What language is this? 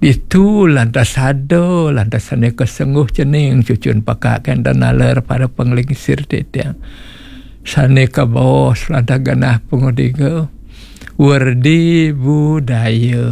Balinese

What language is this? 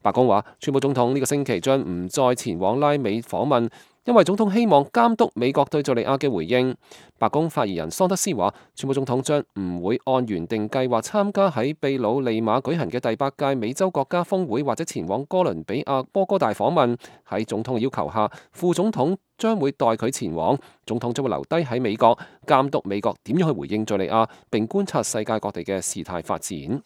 Cantonese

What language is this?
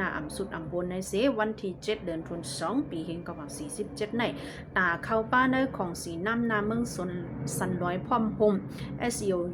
Shan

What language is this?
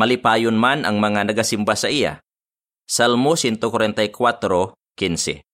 Hiligaynon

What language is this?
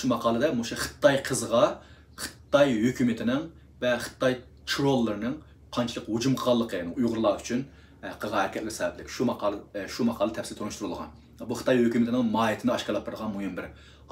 Uyghur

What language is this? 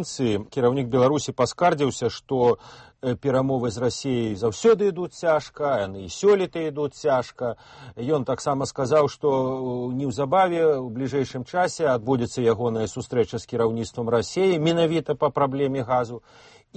Belarusian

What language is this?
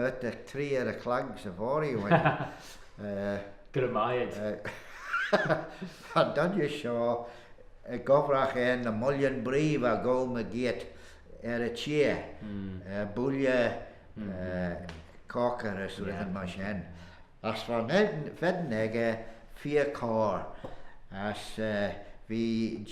Manx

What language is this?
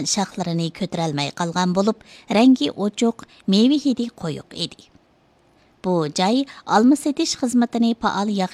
Uyghur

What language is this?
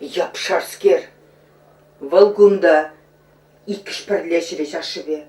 Chuvash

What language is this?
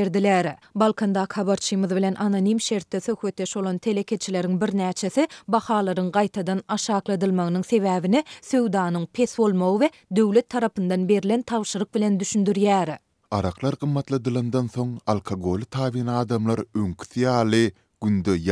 Turkmen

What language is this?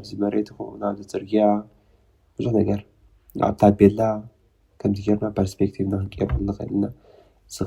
Tigrinya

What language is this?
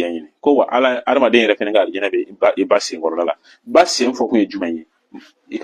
Bambara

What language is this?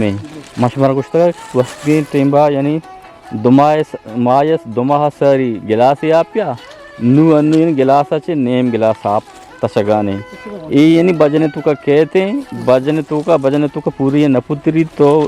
Baluchi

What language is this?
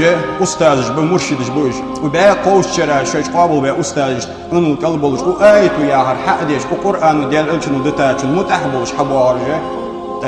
Ingush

